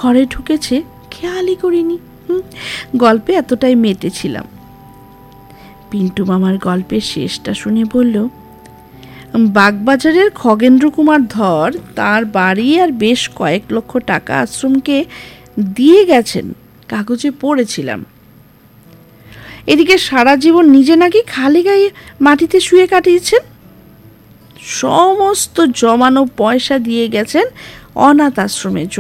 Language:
Bangla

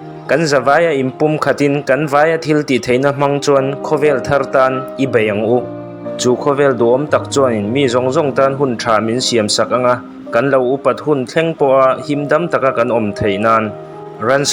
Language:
Mizo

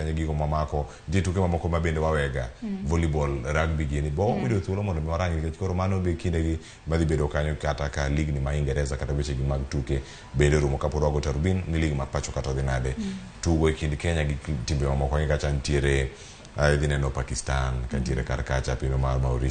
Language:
Luo (Kenya and Tanzania)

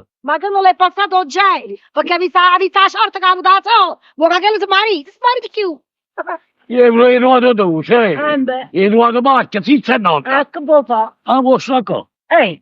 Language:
Neapolitan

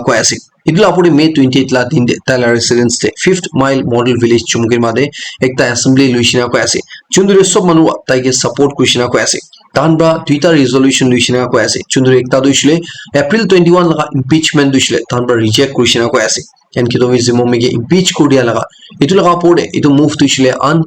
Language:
Naga Pidgin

